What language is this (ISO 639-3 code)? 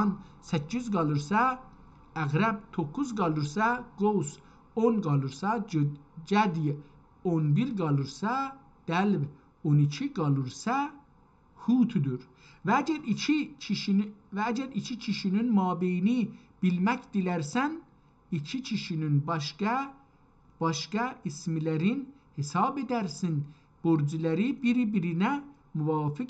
azb